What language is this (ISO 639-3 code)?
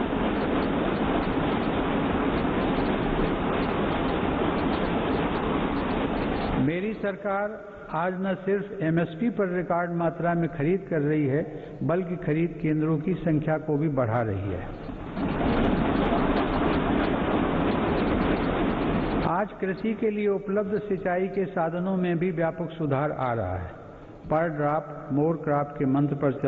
hin